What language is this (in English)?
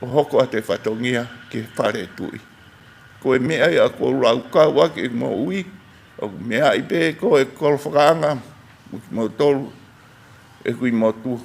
Tongan